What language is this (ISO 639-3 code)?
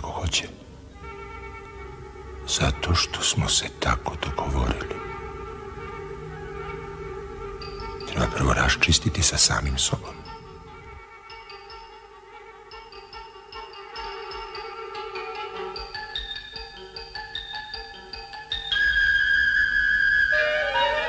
srp